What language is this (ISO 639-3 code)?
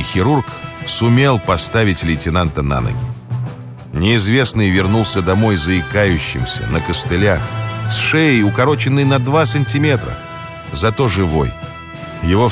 rus